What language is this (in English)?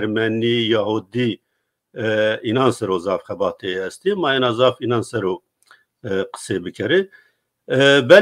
Zaza